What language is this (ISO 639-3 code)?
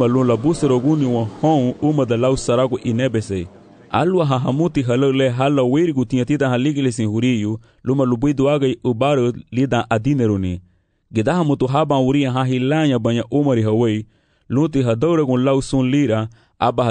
cab